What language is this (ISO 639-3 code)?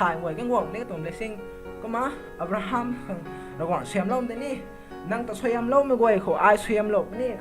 nbu